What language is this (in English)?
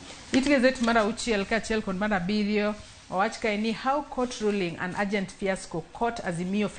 Luo (Kenya and Tanzania)